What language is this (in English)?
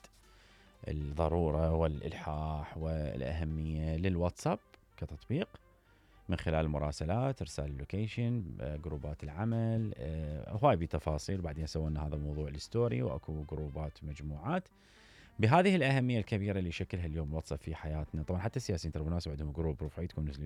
Mesopotamian Arabic